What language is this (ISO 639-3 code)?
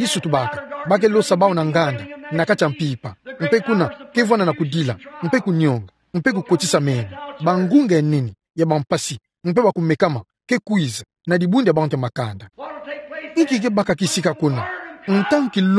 ktu